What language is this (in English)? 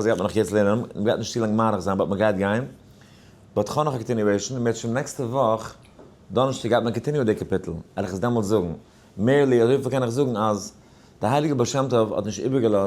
Yiddish